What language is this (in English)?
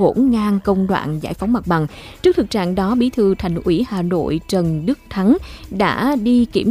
Vietnamese